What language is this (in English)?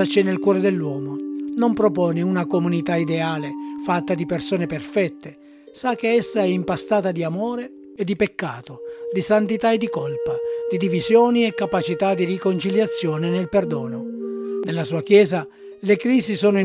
Italian